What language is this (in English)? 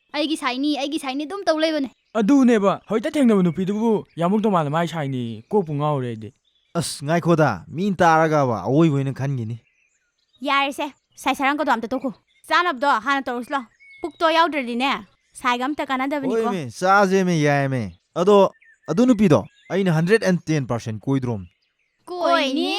Manipuri